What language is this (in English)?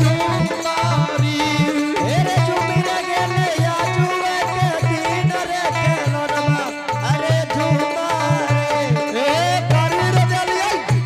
Angika